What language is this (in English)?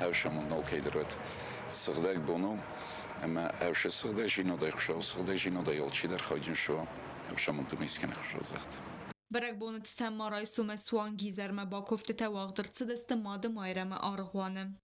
Ossetic